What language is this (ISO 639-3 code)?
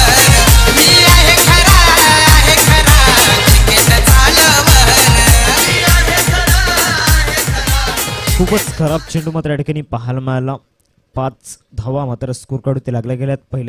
mar